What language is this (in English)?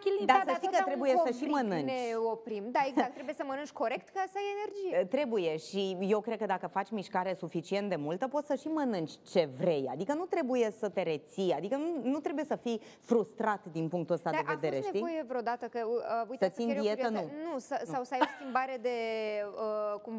Romanian